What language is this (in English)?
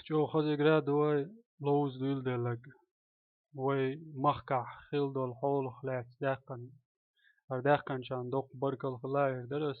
Chechen